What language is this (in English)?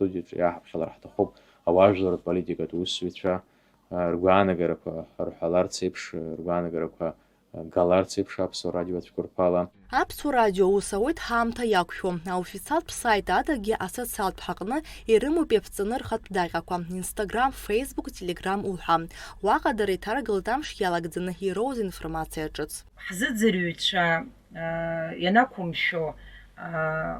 Abkhazian